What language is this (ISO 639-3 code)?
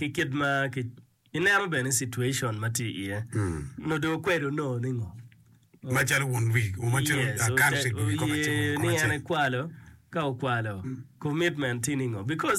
ach